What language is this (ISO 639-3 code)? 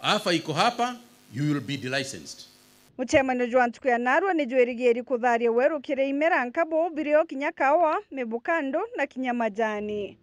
mer